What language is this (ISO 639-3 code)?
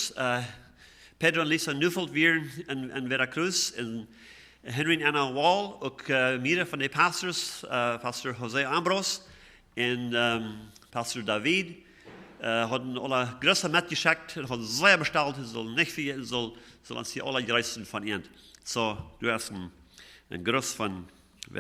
pdt